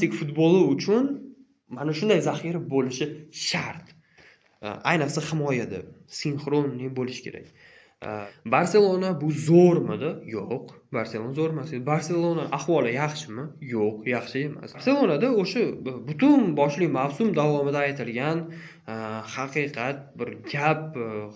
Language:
Uzbek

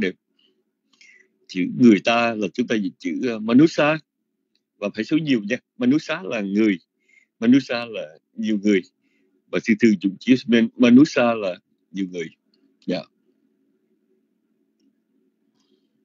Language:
Vietnamese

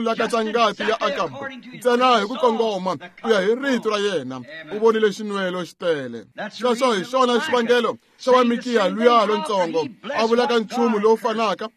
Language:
Tsonga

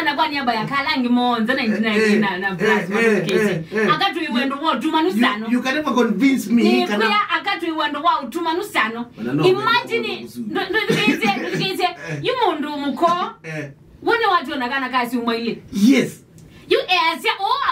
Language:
Kamba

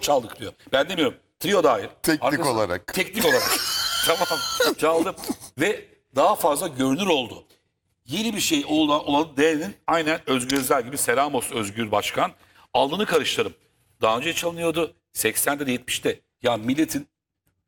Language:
Turkish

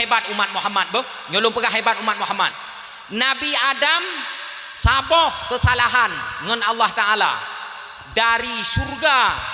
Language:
Achinese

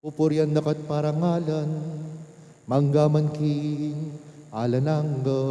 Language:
Pampanga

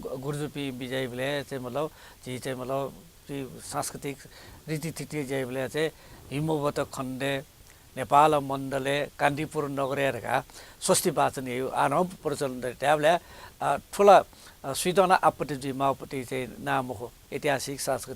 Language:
Newari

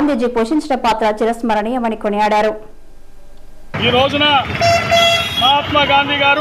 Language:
Telugu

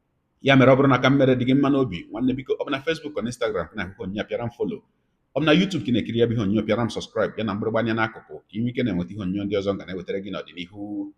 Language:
Igbo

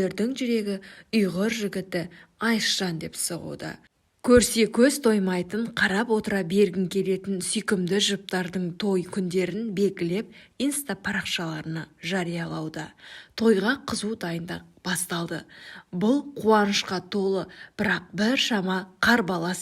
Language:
Kazakh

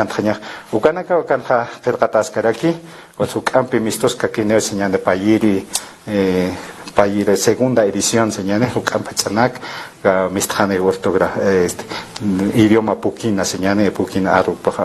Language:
Aymara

